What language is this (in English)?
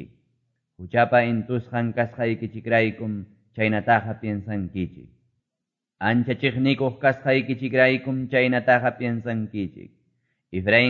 Quechua